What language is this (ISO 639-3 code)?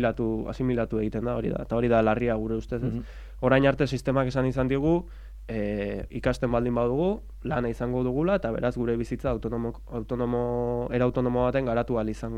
eus